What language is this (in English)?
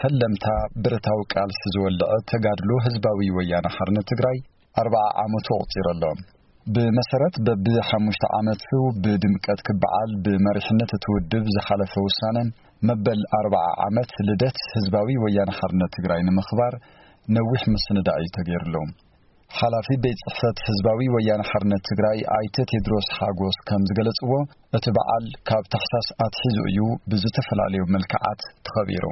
Tigrinya